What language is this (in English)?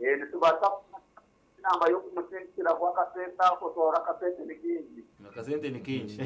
Nyankole